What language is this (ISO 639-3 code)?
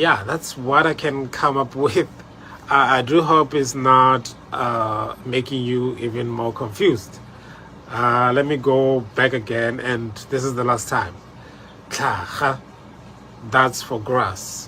tsn